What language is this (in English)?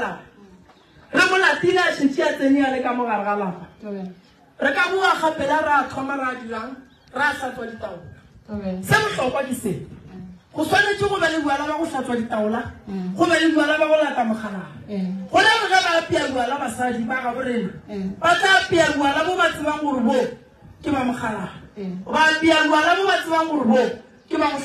Northern Sotho